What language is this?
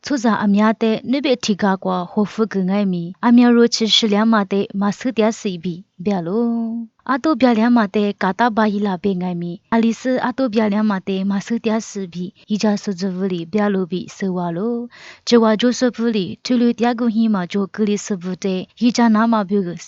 Lisu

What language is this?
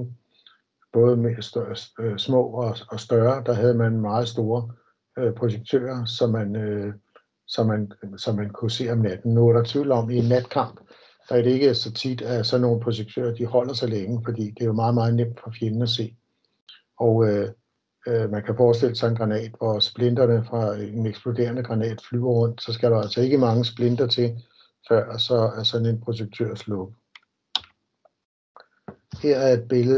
Danish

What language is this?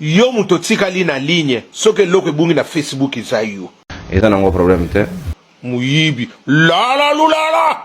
Lingala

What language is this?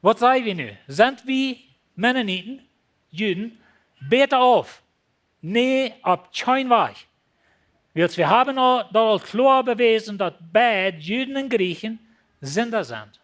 Plautdietsch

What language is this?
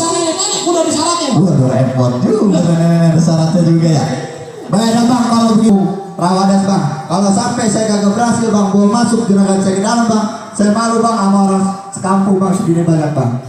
Betawi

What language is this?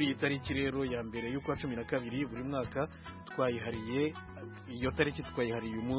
Kinyarwanda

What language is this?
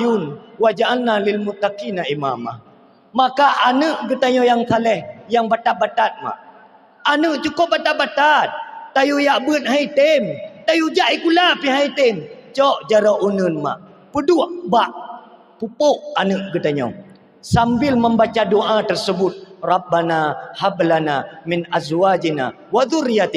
Achinese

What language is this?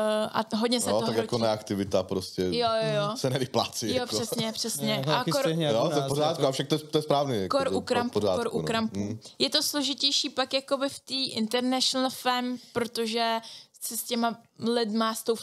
Czech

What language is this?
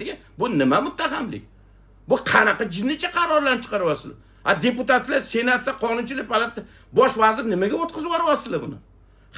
Uzbek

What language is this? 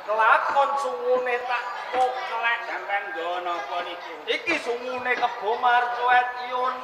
Javanese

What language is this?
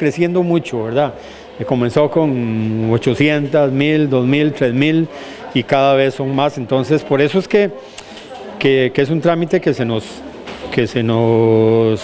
Spanish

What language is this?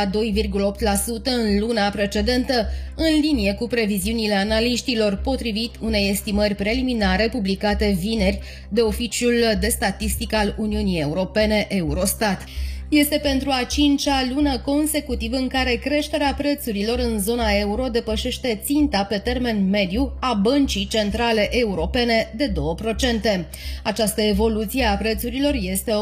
Romanian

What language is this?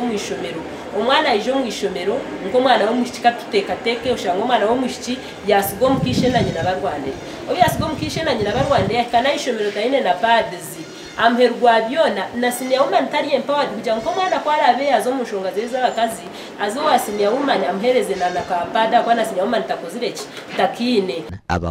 Nyankole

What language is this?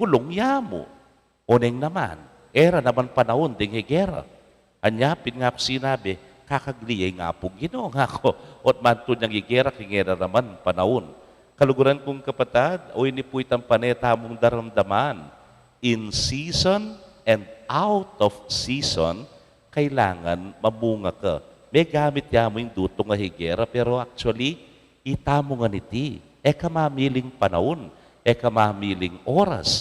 Pampanga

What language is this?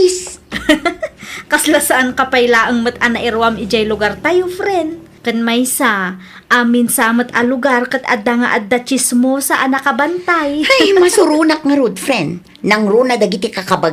Iloko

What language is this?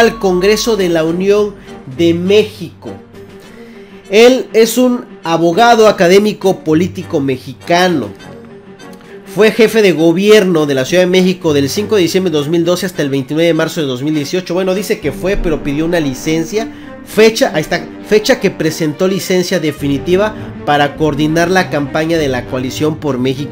Spanish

